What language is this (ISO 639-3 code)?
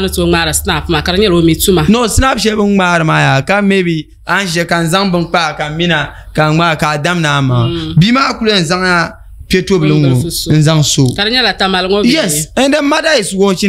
dag